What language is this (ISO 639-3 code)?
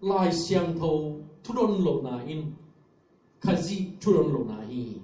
ctd